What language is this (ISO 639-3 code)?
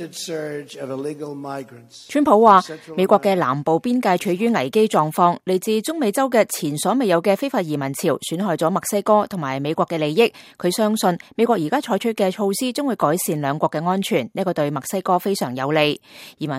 yue